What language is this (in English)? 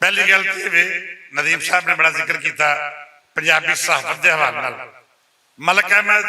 Western Panjabi